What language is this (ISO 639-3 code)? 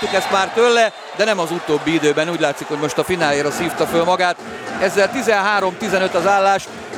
hun